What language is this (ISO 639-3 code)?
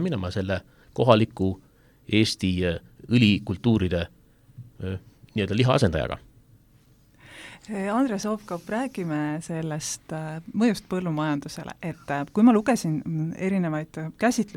est